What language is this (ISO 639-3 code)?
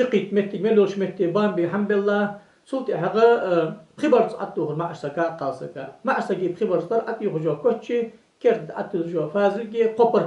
inh